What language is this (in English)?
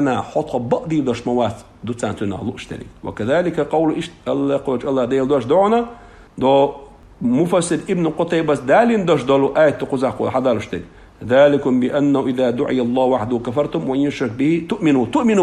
Chechen